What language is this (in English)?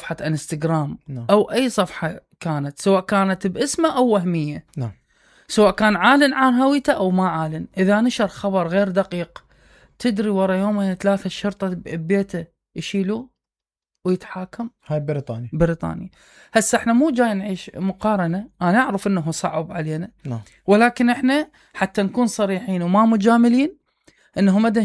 Mesopotamian Arabic